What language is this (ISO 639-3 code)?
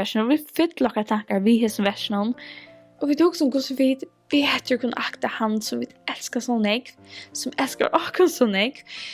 fao